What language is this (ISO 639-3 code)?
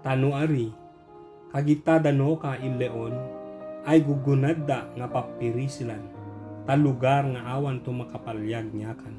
ibg